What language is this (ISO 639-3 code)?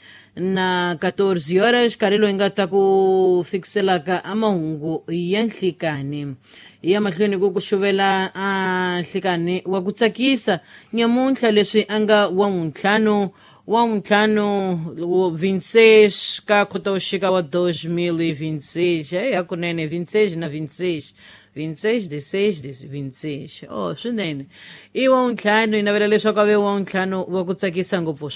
tso